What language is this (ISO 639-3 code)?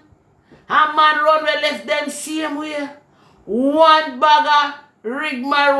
jam